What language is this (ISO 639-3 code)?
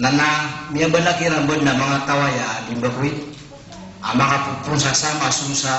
mrw